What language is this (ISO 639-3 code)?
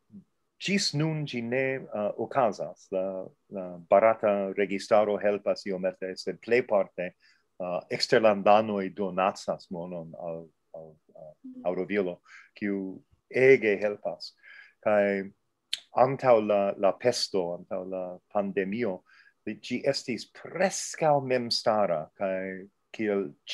epo